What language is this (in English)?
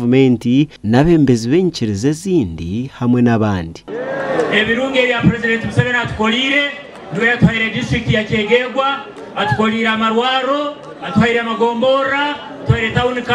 Nyankole